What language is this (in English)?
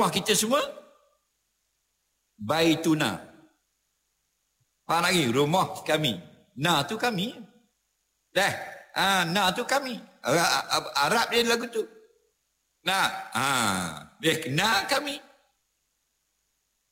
Malay